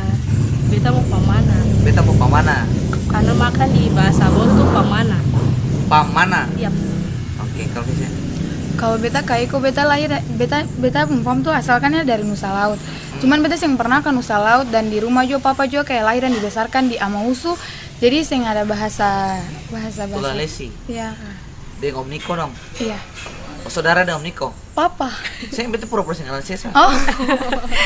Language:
Ambonese Malay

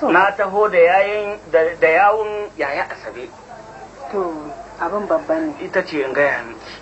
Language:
Hausa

